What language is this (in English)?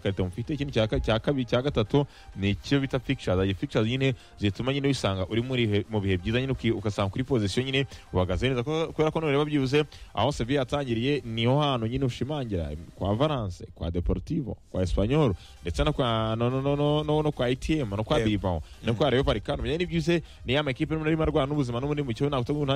Kinyarwanda